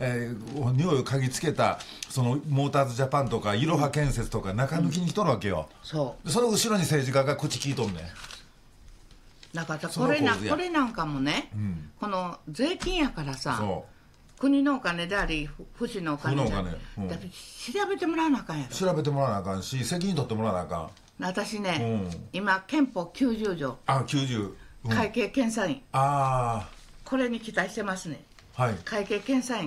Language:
Japanese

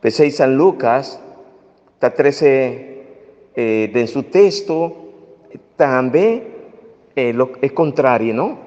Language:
Papiamento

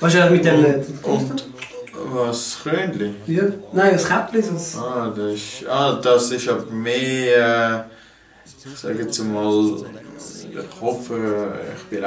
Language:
Swiss German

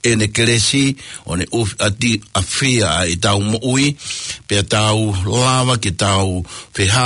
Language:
Tongan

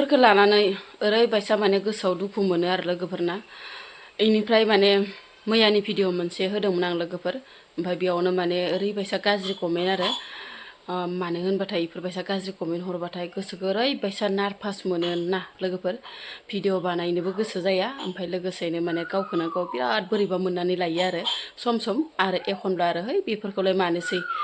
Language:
Bodo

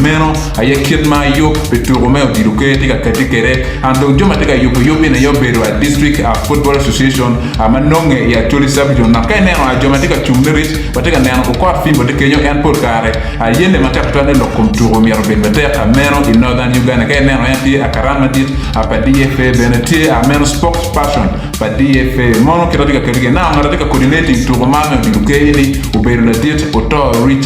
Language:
Acoli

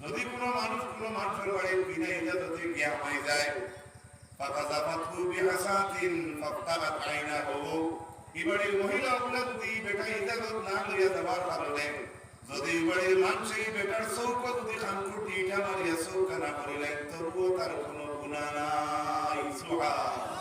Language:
Sylheti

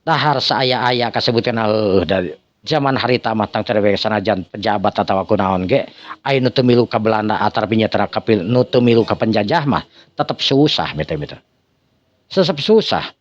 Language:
Sundanese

